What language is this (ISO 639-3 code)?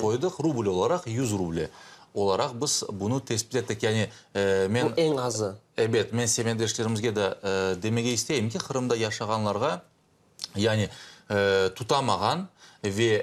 crh